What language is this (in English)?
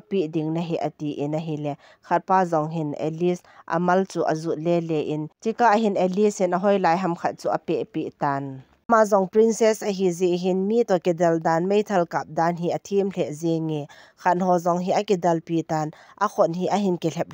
Thado Chin